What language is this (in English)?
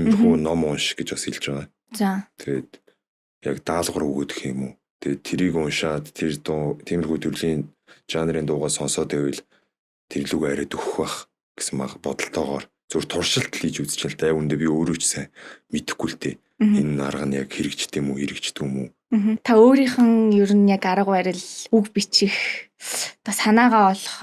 Mongolian